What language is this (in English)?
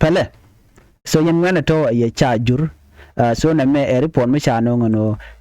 Nuer